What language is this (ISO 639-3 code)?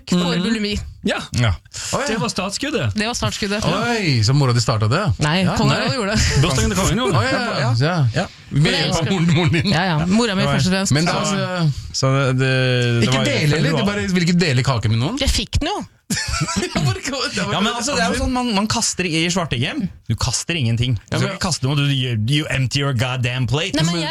nor